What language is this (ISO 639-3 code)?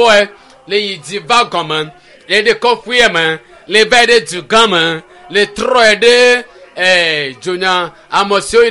ewe